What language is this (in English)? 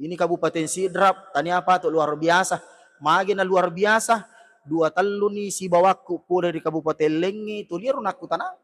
Buginese